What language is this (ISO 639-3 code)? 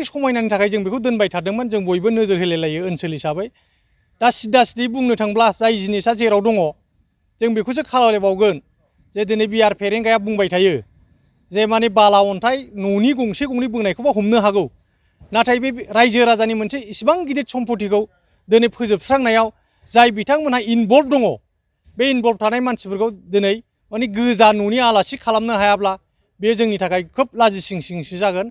brx